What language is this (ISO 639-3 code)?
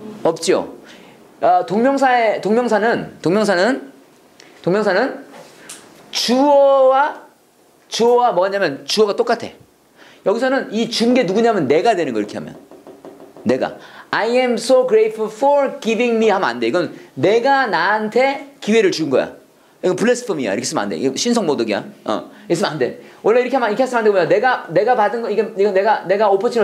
kor